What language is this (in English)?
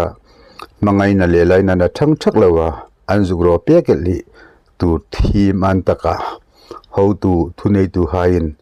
Hmar